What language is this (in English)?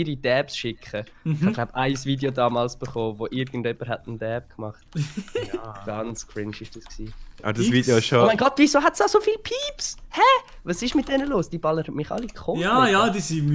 Swiss German